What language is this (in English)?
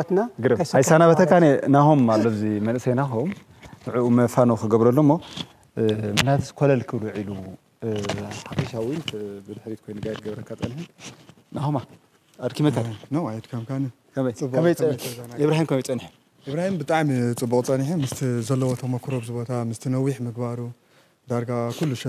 Tigrinya